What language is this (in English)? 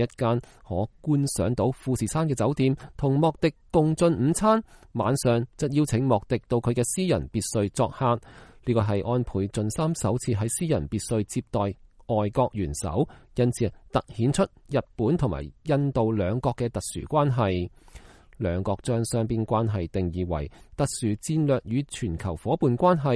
Cantonese